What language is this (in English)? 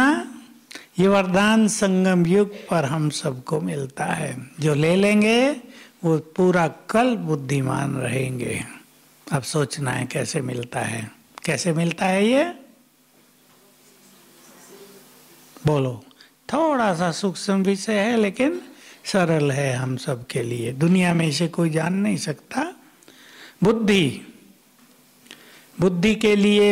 Hindi